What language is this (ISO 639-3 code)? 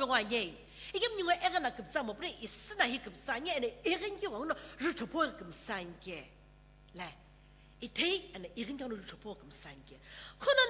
nsm